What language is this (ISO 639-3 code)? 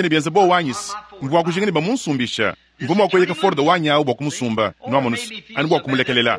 lua